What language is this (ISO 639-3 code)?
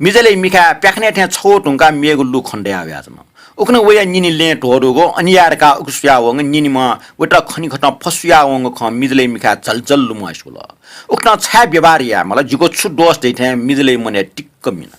new